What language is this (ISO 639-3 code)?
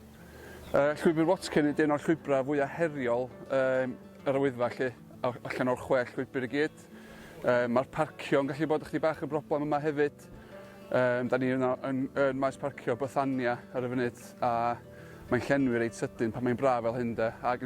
cym